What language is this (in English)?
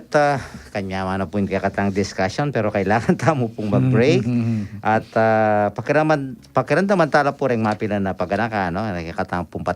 Pampanga